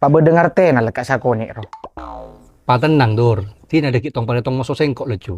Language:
Madurese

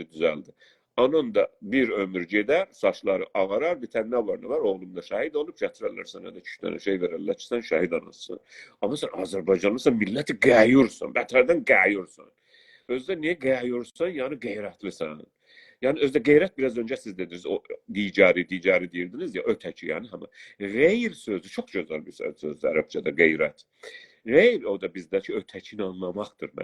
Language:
South Azerbaijani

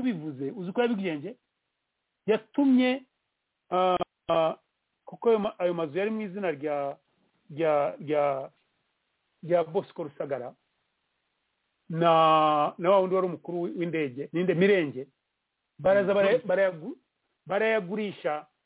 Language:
Kinyarwanda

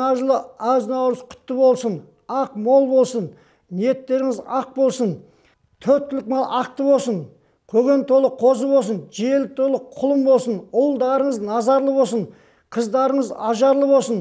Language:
Kazakh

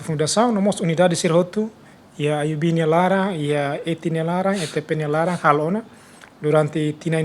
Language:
Tetum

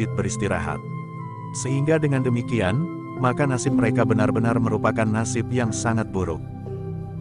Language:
Indonesian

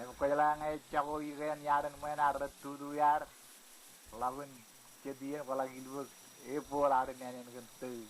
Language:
Marshallese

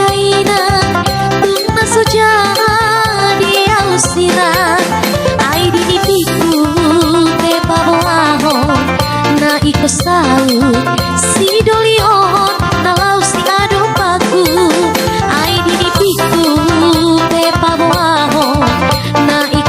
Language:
Batak Toba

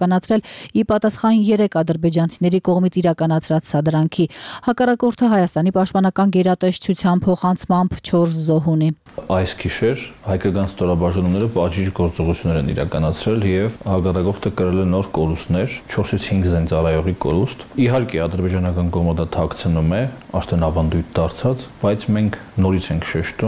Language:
Armenian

